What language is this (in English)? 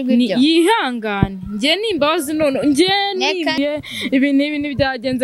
Kinyarwanda